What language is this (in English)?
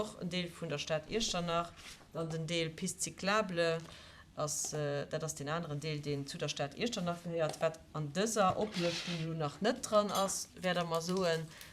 Luxembourgish